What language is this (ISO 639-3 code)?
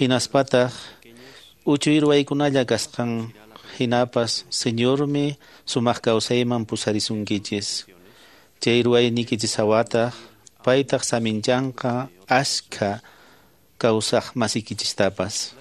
que